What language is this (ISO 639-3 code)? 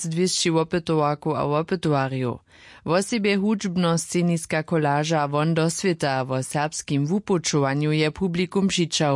hsb